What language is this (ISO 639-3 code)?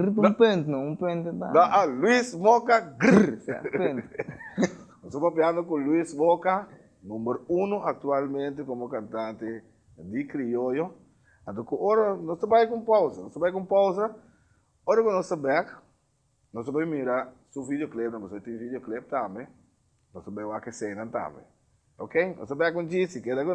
pap